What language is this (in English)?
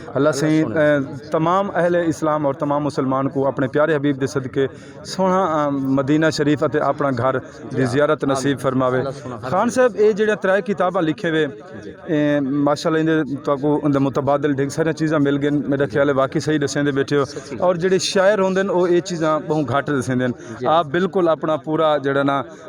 Saraiki